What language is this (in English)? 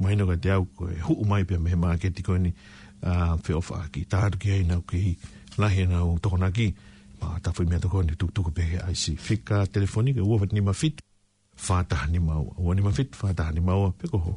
Tongan